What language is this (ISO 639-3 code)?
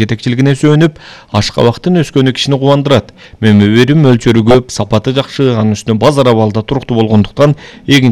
kir